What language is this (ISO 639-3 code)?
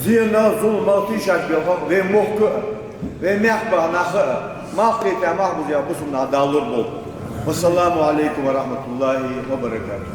inh